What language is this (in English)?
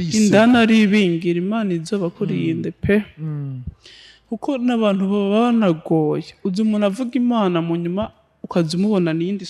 Rundi